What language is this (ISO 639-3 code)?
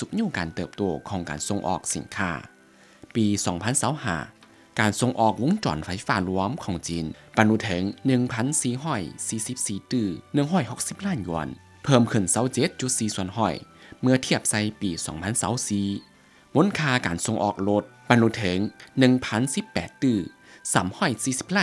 lao